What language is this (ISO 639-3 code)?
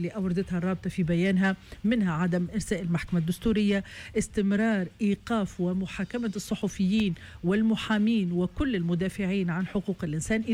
aeb